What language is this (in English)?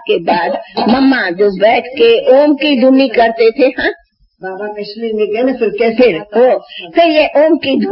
Hindi